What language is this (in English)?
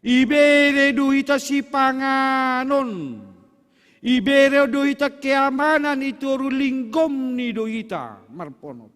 Batak Simalungun